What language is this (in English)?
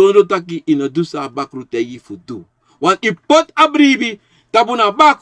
Sranan Tongo